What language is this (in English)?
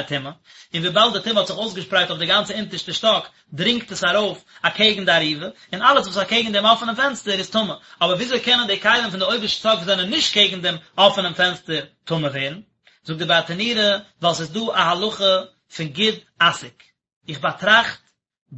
Yiddish